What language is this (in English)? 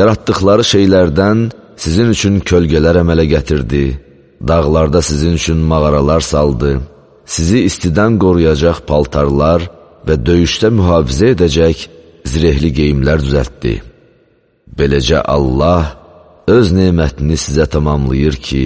Azerbaijani